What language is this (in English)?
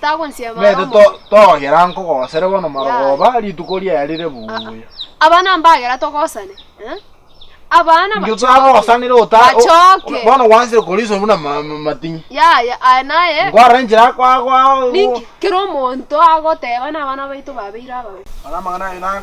Gusii